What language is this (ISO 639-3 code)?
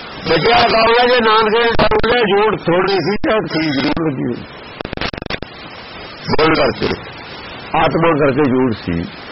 pan